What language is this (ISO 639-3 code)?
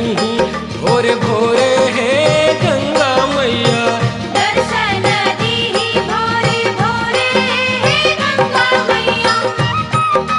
bho